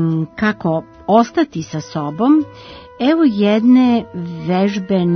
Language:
Serbian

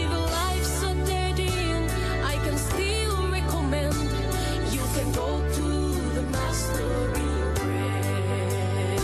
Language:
Gilbertese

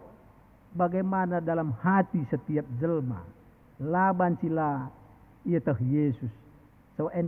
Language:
Batak Karo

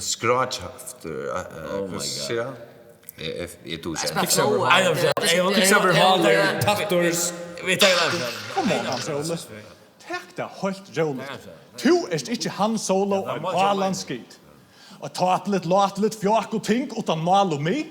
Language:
Faroese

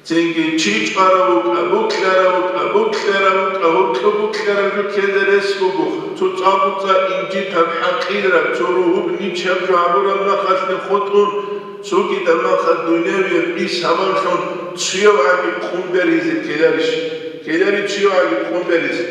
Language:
Avaric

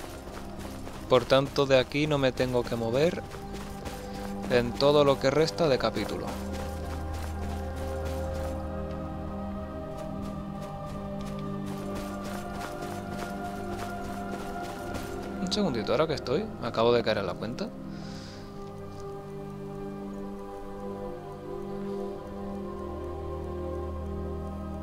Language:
Spanish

